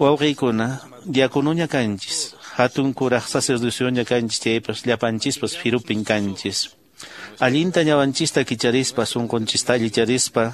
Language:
Quechua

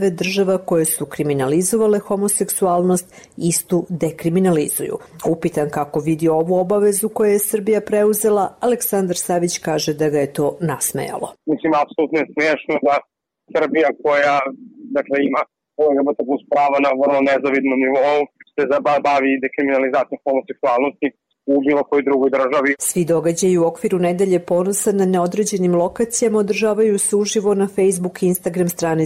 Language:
Serbian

